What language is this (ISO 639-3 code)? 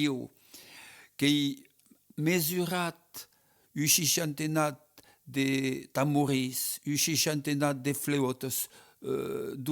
oci